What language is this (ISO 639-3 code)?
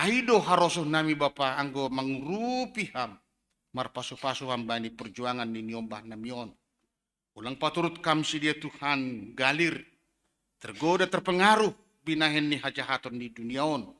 bts